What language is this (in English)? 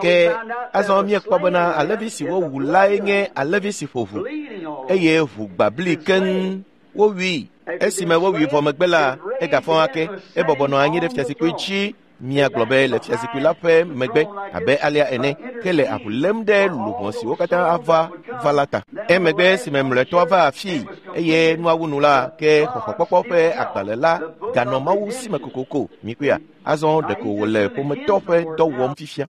Ewe